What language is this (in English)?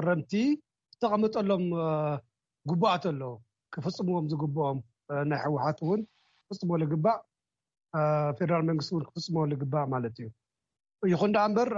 Tigrinya